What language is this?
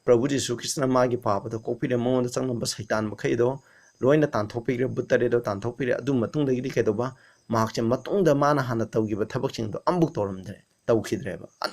Manipuri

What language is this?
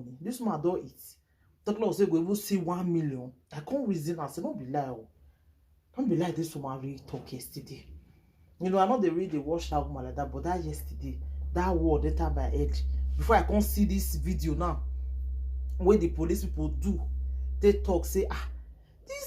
Nigerian Pidgin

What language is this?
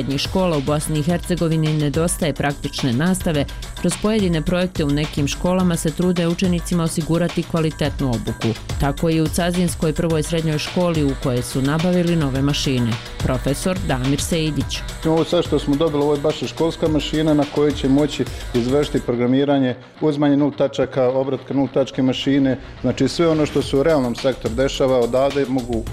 Bosnian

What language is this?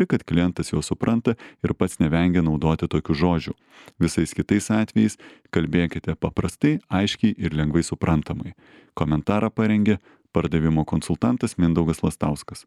Lithuanian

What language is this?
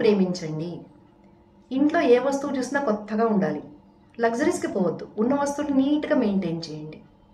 Telugu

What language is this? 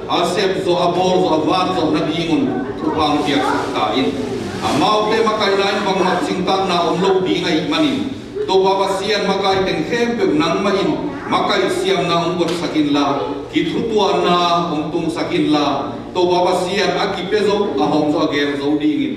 Tedim Chin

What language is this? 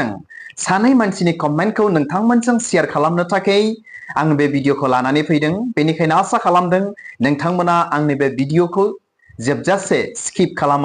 Bodo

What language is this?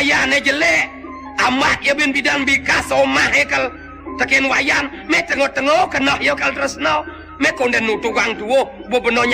Balinese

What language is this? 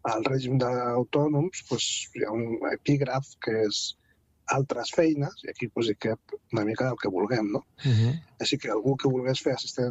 Catalan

